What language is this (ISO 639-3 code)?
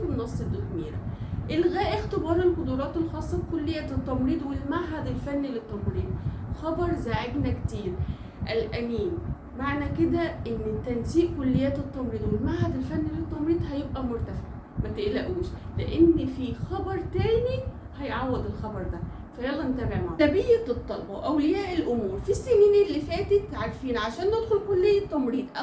arz